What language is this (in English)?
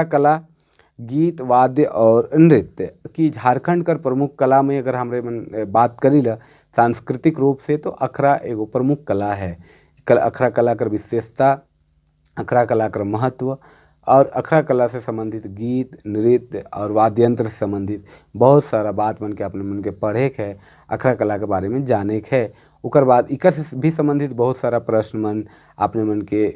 Sadri